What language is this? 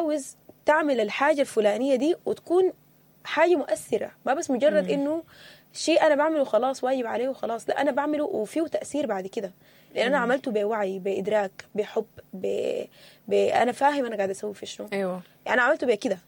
Sudanese Arabic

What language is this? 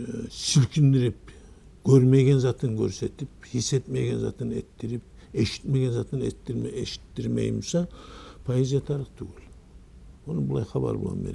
Kumyk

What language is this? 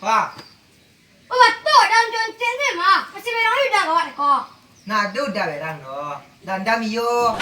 Minangkabau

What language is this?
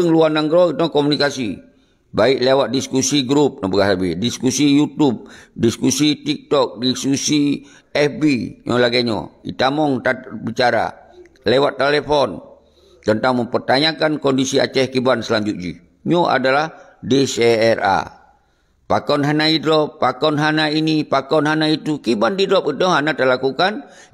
Achinese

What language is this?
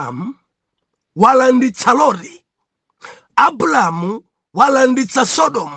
Nyanja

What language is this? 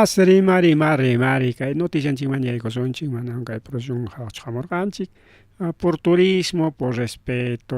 Ayacucho Quechua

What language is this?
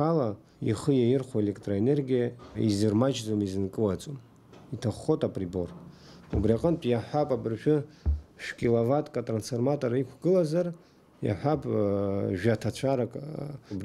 Abkhazian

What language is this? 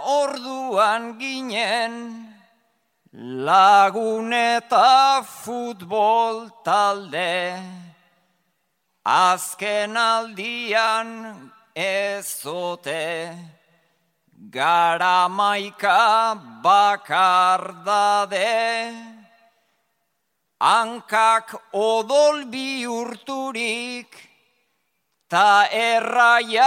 Basque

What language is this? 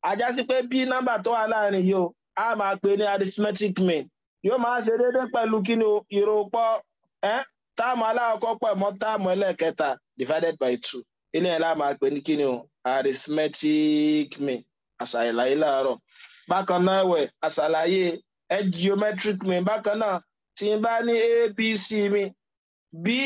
Yoruba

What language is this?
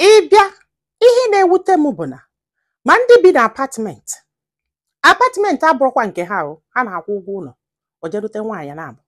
Igbo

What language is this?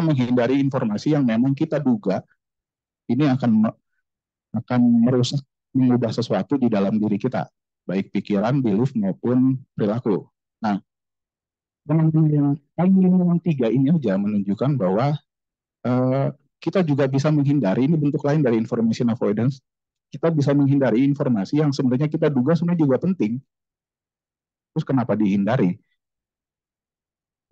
Indonesian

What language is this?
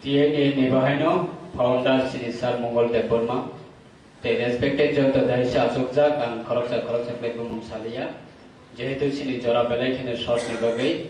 Kok Borok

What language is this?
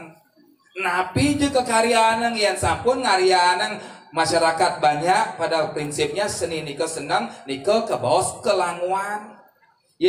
Balinese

